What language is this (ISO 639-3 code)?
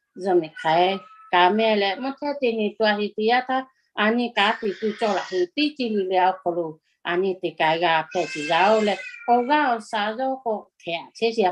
lhu